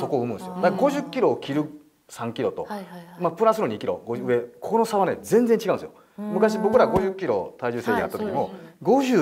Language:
Japanese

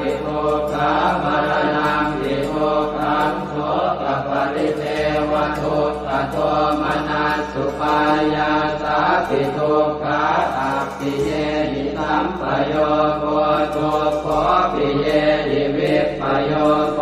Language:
Pali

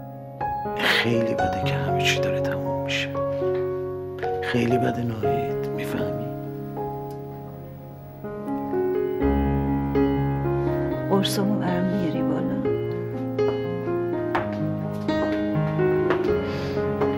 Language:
Persian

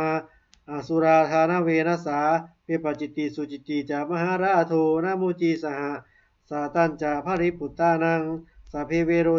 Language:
Pali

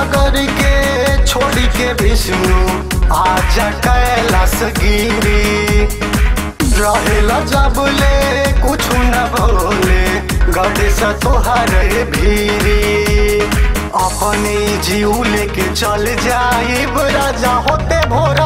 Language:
Bhojpuri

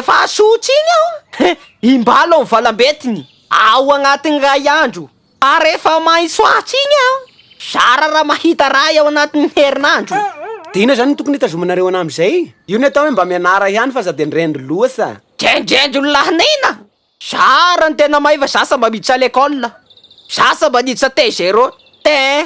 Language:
Malagasy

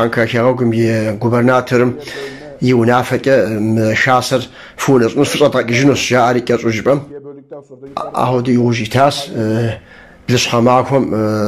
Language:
Kabardian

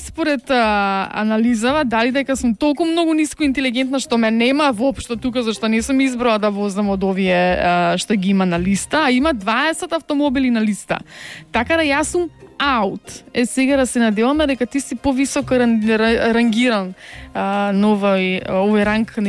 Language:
Macedonian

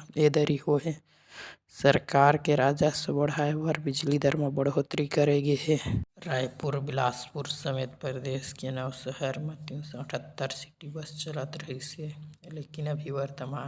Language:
Chhattisgarhi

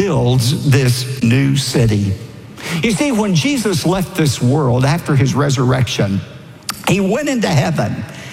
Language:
English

